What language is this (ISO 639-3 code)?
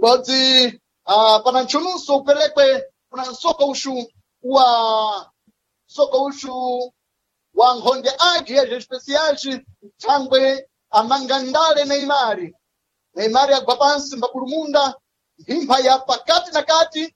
seh